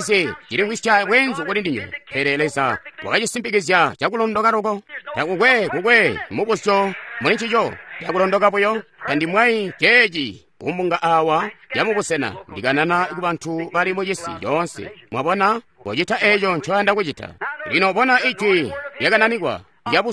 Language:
Tonga (Zambia)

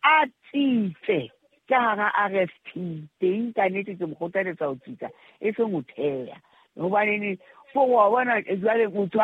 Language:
Southern Sotho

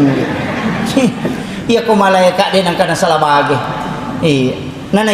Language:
Buginese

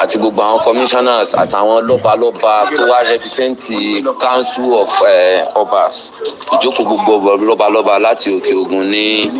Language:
Yoruba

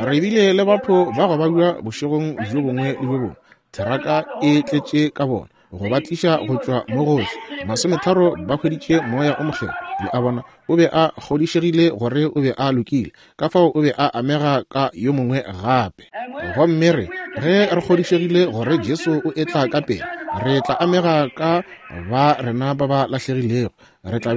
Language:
Northern Sotho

